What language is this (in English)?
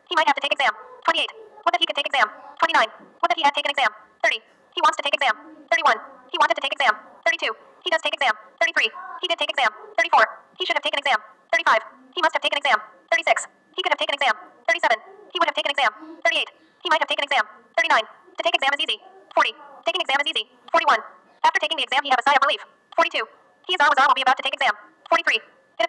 English